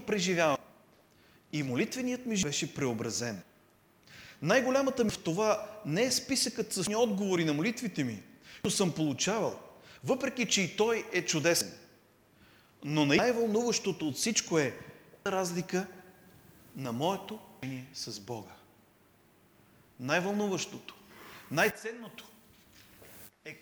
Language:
Bulgarian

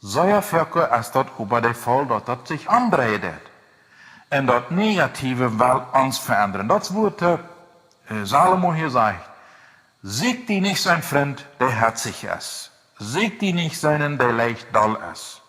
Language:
Plautdietsch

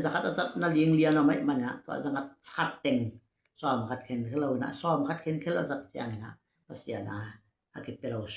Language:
Tedim Chin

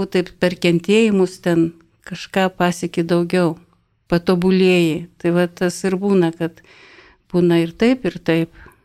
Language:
Lithuanian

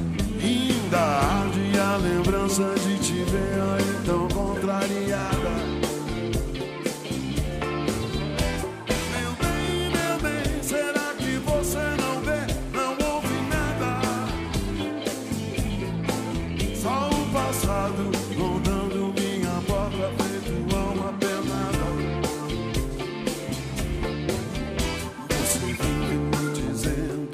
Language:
Portuguese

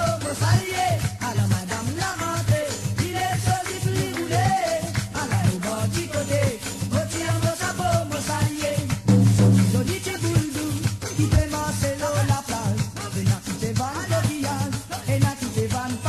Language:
Morisyen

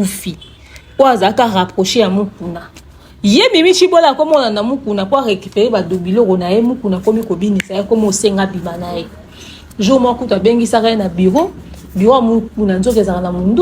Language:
Lingala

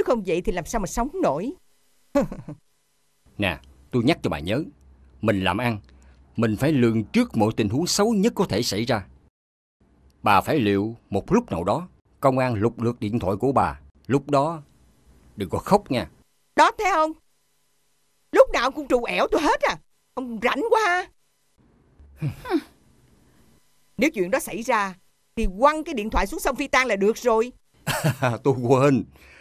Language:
Vietnamese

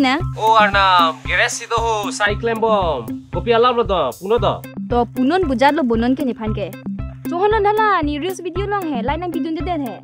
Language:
Karbi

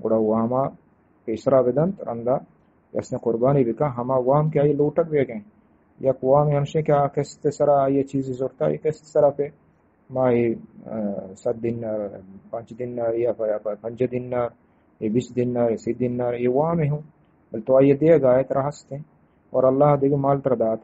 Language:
Eastern Balochi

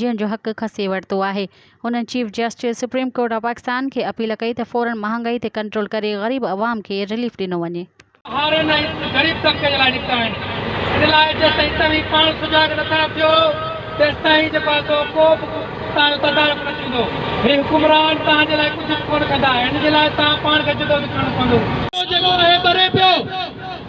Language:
Sindhi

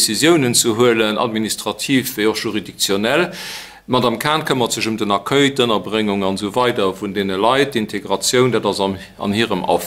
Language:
Luxembourgish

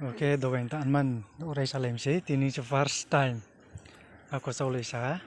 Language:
Riang (India)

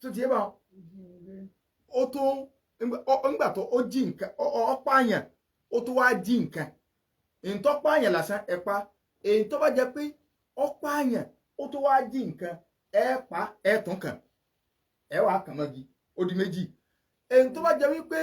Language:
Yoruba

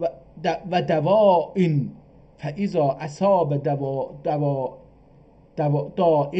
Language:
South Azerbaijani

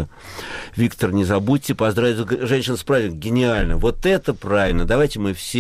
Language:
Russian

